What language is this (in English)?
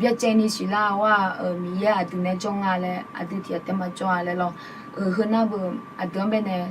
Akha